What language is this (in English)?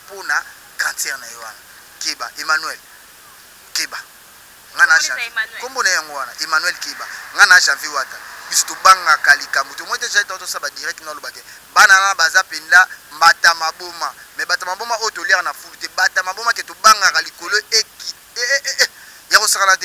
Lingala